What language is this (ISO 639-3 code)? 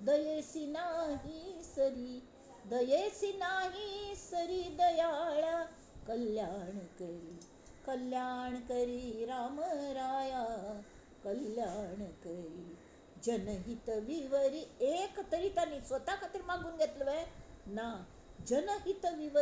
kok